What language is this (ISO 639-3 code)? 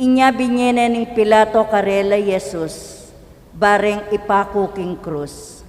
pam